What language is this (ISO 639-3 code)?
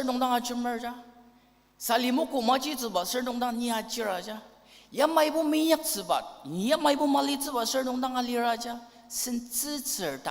njo